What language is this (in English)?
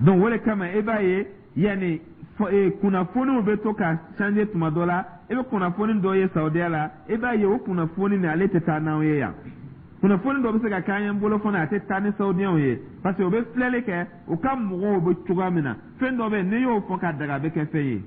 Dyula